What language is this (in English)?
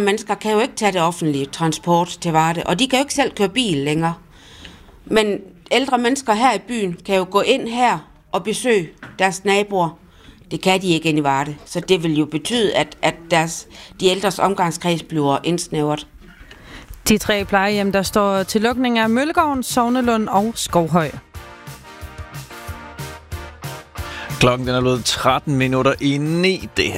Danish